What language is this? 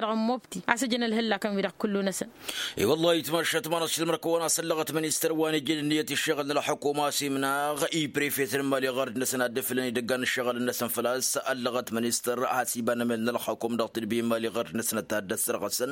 Tamasheq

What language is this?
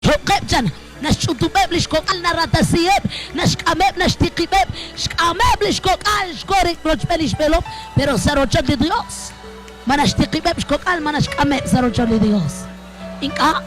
Kekchí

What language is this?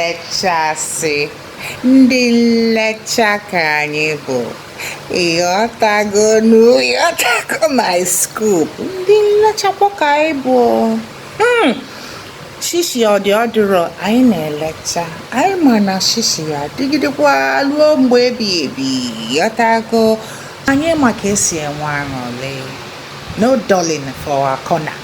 Igbo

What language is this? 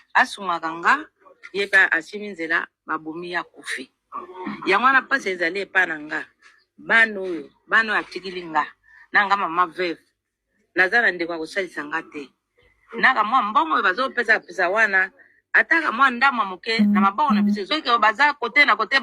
Lingala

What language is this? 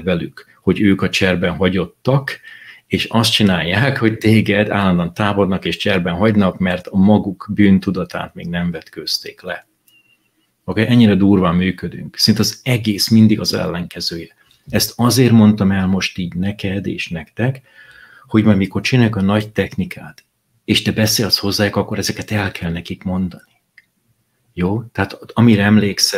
Hungarian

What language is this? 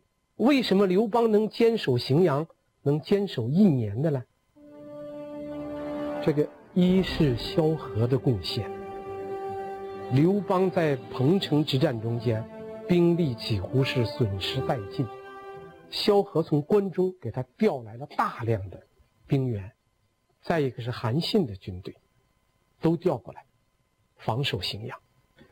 Chinese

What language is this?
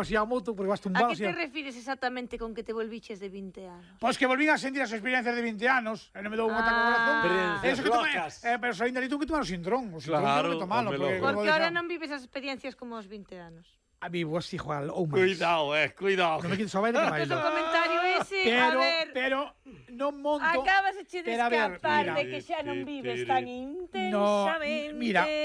Galician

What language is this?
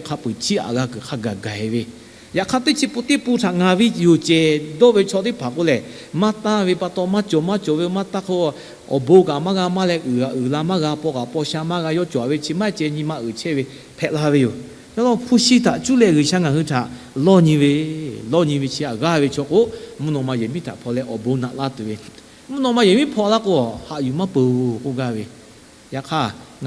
Lahu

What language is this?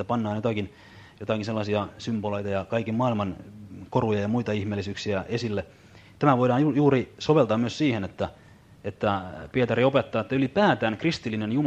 Finnish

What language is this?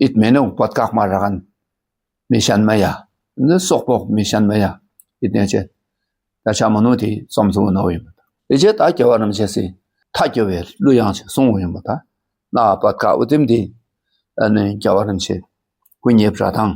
Dakpakha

